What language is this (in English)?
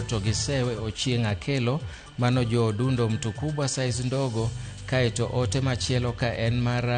Luo (Kenya and Tanzania)